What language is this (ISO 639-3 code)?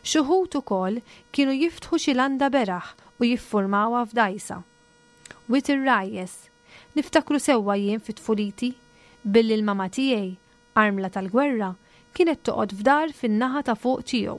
mlt